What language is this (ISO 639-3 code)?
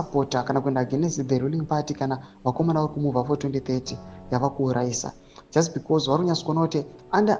sna